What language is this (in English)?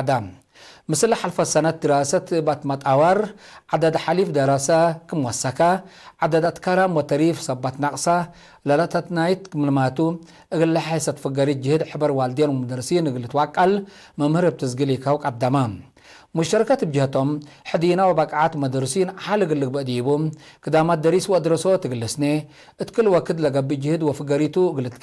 Tigre